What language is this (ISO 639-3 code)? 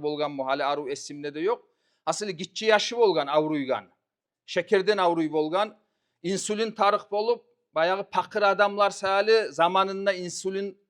kum